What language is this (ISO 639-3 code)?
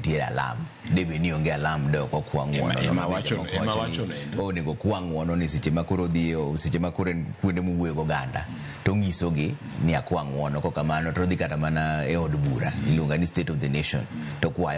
luo